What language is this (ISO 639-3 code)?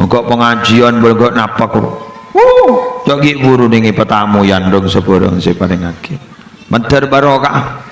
mad